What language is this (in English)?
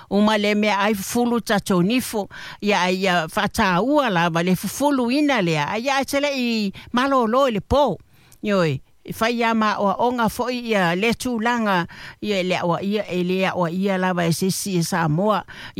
Samoan